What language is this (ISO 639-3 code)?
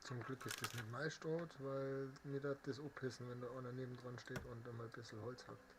bar